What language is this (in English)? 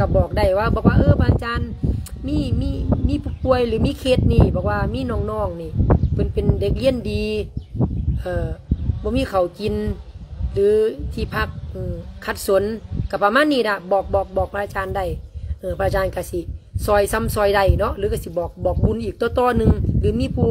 Lao